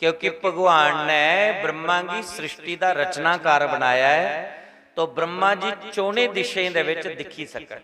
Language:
Dogri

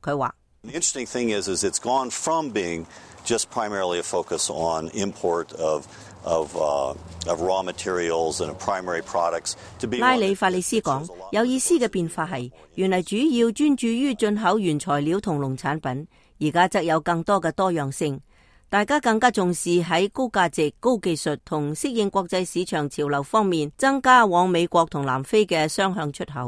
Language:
Cantonese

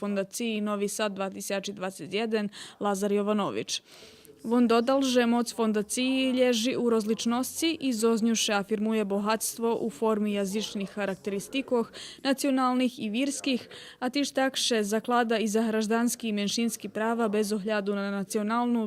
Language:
Rusyn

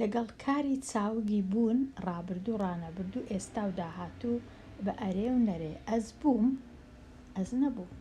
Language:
Central Kurdish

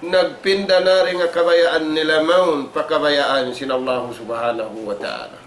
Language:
Tausug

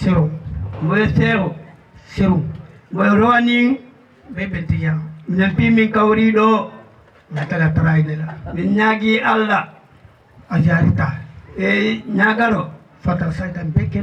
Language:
Fula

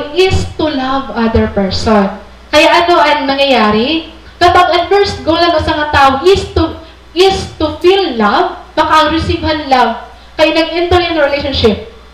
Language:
Waray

